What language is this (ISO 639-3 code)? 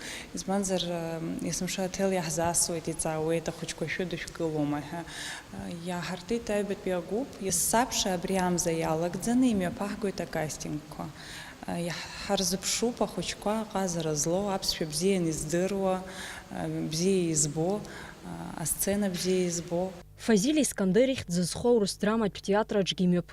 abk